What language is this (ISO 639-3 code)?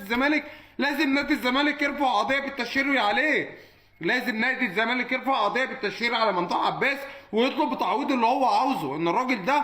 arz